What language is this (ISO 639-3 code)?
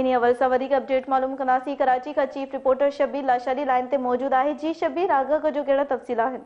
snd